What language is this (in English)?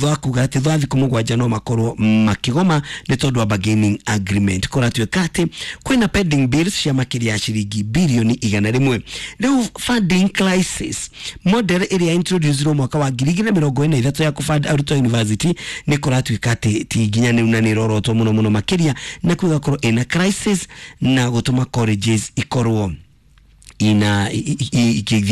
Kikuyu